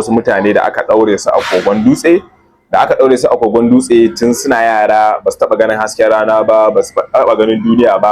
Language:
Hausa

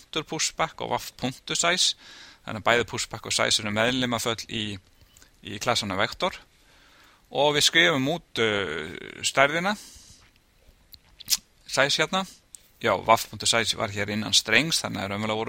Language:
Icelandic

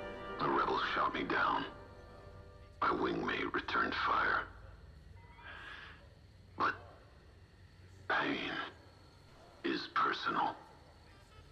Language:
English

